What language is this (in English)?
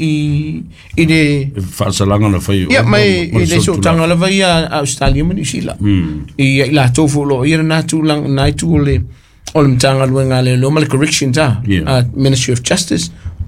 Samoan